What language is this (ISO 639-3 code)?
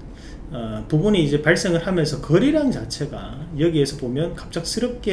kor